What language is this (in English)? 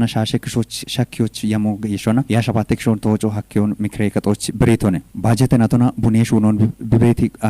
Kafa